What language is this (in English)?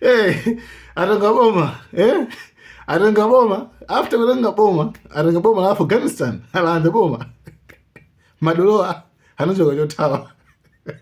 Nyanja